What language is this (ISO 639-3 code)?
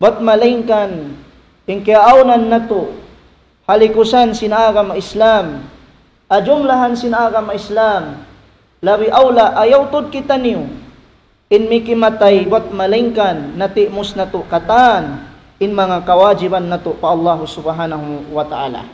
tsg